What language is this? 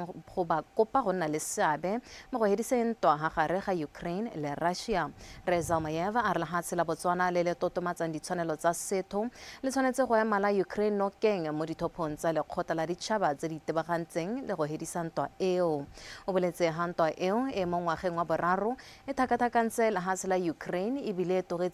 Tswana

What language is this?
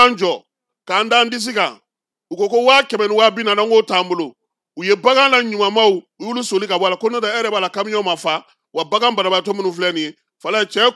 Bambara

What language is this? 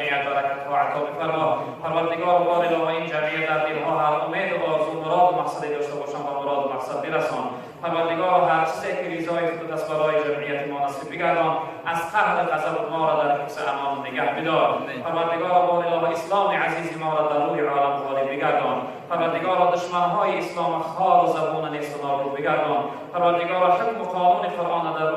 Tajik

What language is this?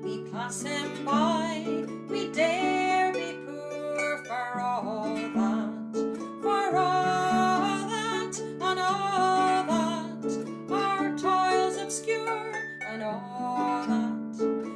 Scots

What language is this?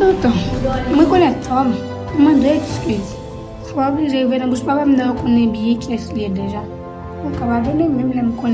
Haitian Creole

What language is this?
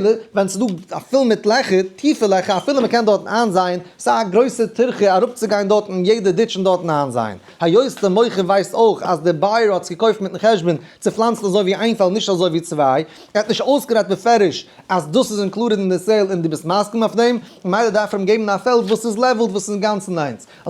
Yiddish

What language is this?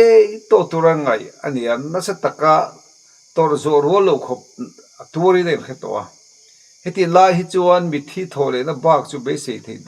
Mizo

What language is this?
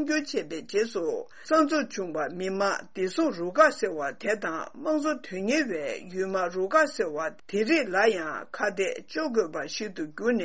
Tibetan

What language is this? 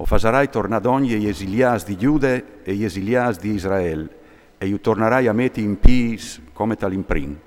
Friulian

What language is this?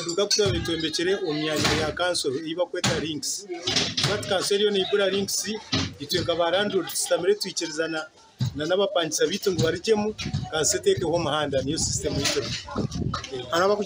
Nyankole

